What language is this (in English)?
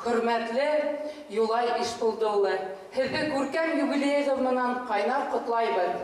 Bashkir